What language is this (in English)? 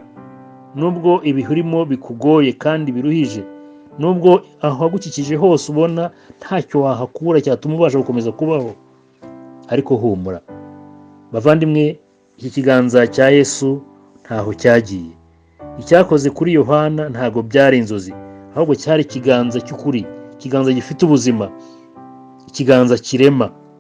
Kinyarwanda